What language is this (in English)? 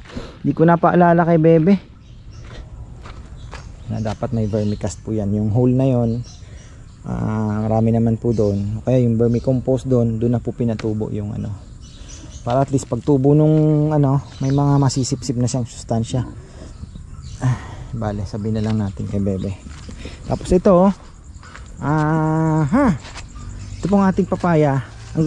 Filipino